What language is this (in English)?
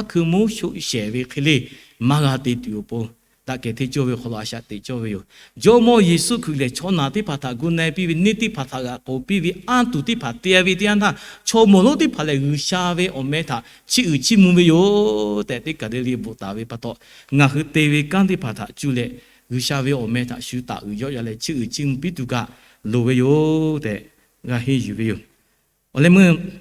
Lahu